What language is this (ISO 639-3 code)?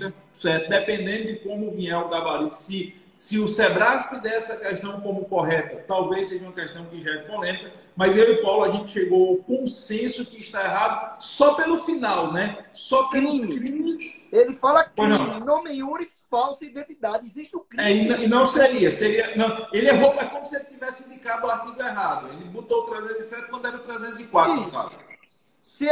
por